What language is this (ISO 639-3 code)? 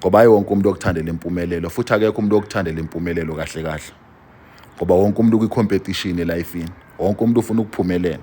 zul